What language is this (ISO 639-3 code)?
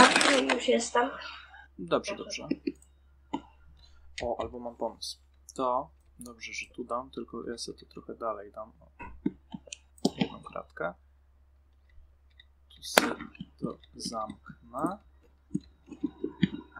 pol